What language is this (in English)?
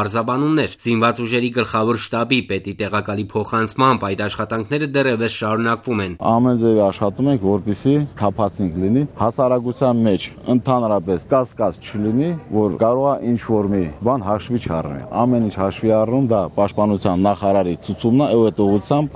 Armenian